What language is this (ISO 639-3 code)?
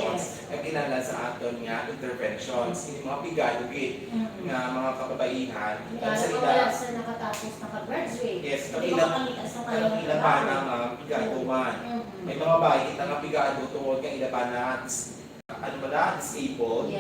hil